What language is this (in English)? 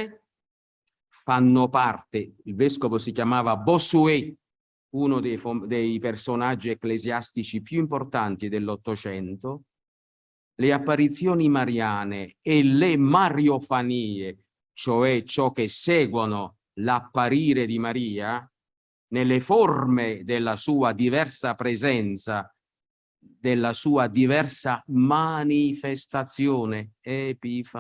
Italian